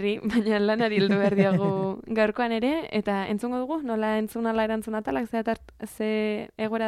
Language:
Basque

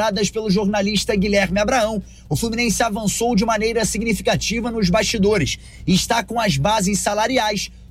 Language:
Portuguese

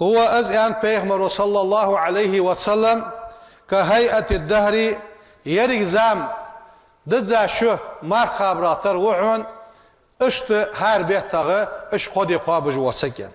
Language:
Ingush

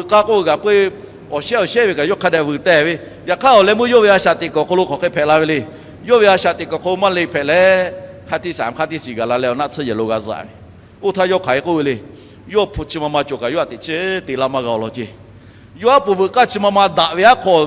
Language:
Lahu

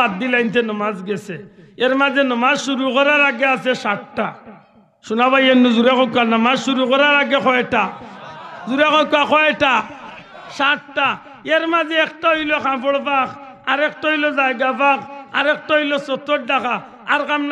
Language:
Sylheti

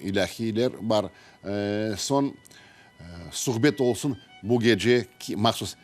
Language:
Crimean Tatar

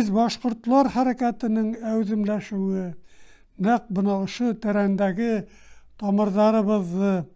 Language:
Bashkir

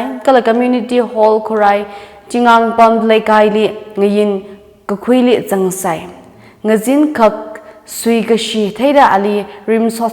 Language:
Tangkhul Naga (India)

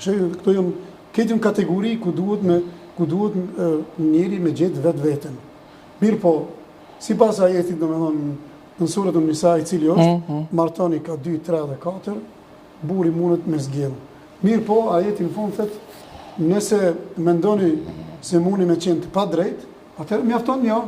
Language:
Albanian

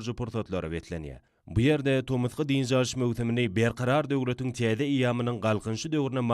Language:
Turkmen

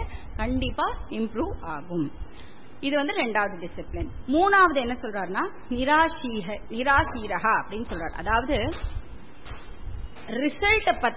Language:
Tamil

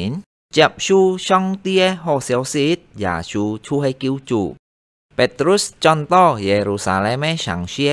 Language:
Hakka Chinese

